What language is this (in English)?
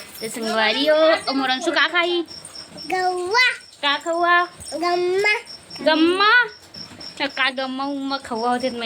Chhattisgarhi